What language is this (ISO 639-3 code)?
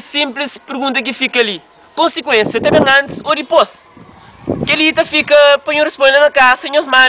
kea